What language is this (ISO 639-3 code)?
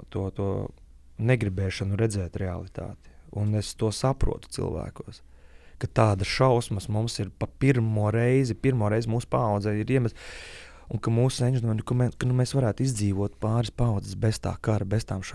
lav